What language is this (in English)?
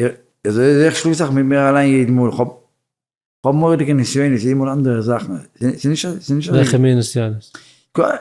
Yiddish